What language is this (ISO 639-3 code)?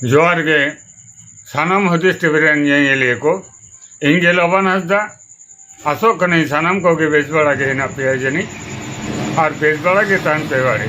sat